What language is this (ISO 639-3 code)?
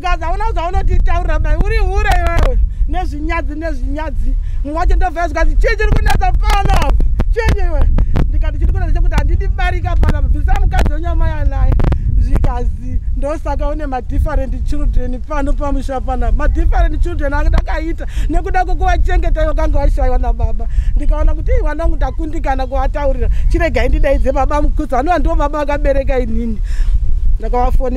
sna